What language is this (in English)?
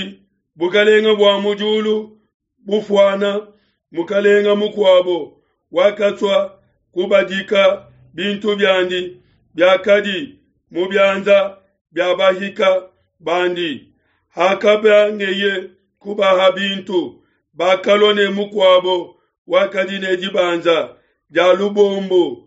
Luba-Lulua